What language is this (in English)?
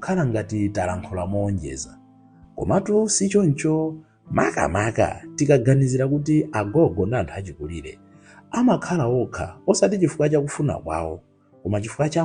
Nyanja